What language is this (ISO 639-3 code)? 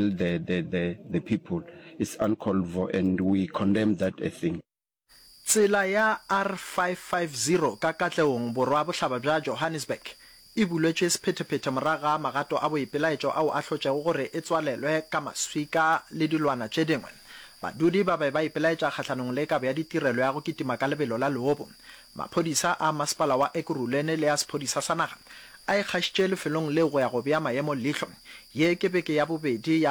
nso